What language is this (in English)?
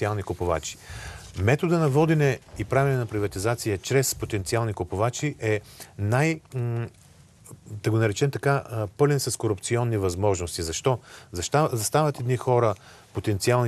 Bulgarian